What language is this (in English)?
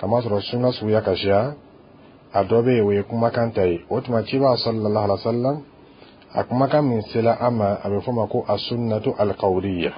Dyula